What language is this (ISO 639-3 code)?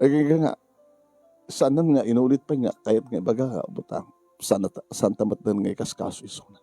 ilo